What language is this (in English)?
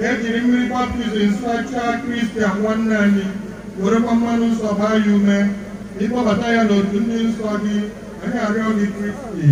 Igbo